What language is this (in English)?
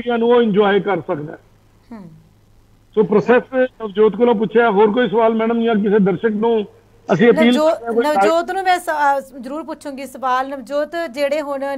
Punjabi